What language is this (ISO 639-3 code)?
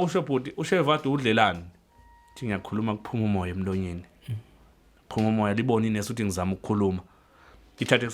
zul